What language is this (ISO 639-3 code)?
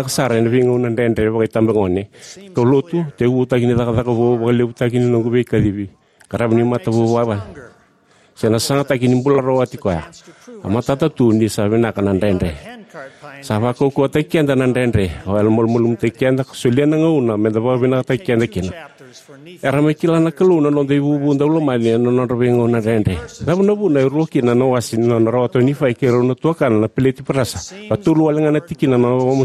fij